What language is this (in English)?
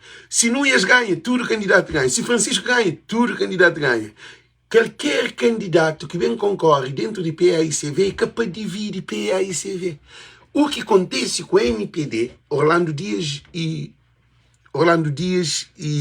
Kabuverdianu